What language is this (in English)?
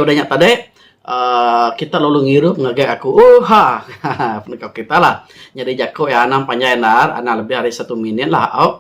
Iban